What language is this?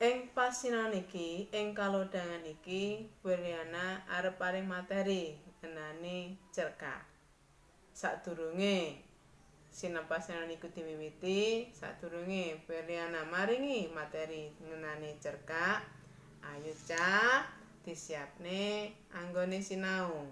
Javanese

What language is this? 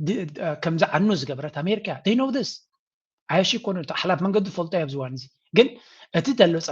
Tigrinya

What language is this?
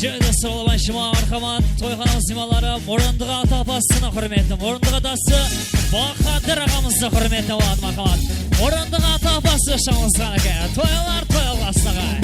Kara-Kalpak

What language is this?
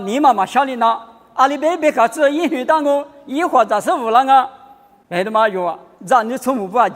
Lisu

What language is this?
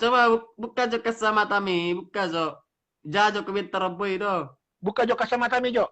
Batak Toba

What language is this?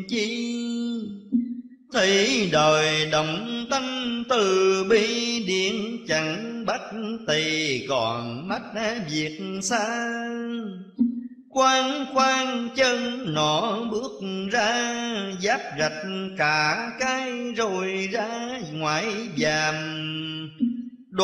Vietnamese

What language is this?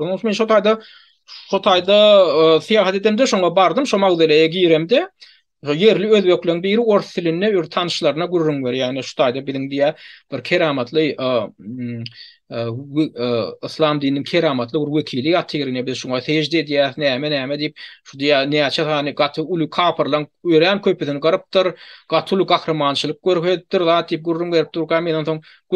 Turkmen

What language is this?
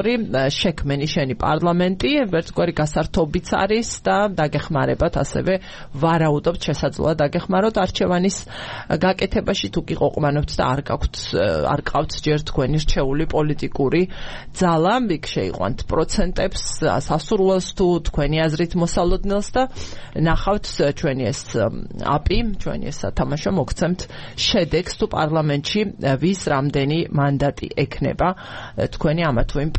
Georgian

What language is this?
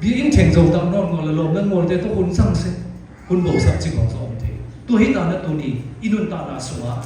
Siyin Chin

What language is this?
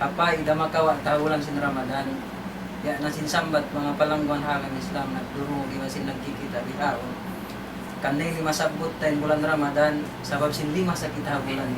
Tausug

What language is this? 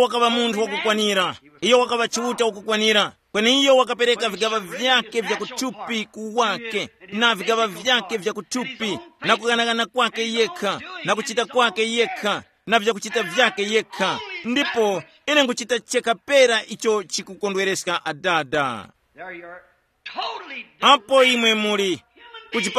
Tumbuka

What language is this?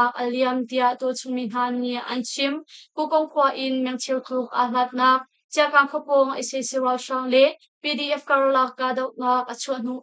Hakha Chin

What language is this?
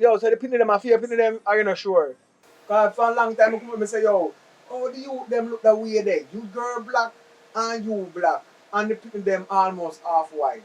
Jamaican Creole English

